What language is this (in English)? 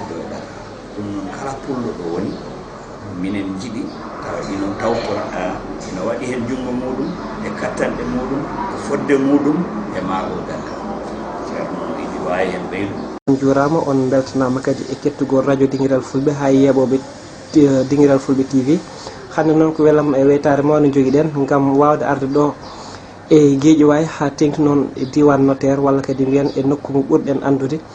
Fula